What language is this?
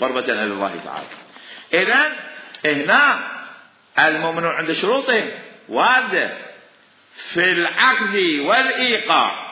Mesopotamian Arabic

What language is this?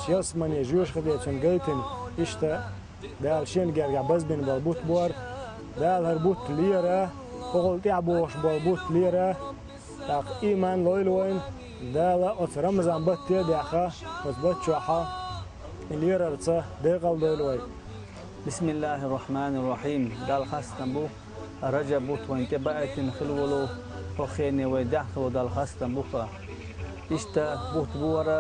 Chechen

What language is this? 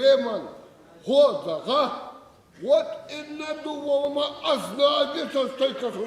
Ossetic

